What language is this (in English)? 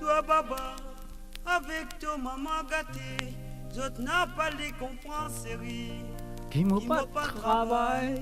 Morisyen